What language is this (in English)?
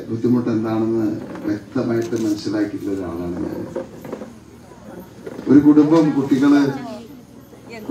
Malayalam